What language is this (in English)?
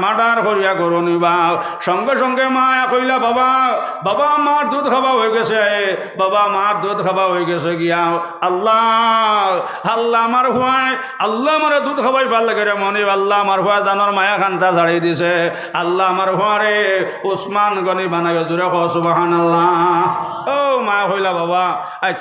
Sylheti